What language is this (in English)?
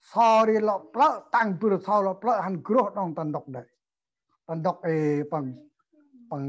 Central Mnong